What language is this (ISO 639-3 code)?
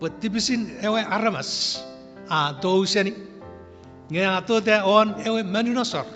chk